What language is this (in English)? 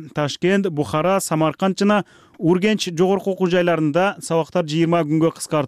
Kyrgyz